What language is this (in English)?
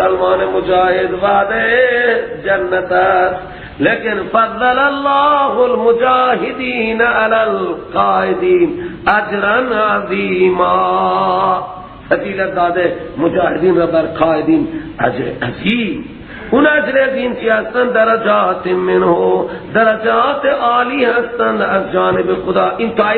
Persian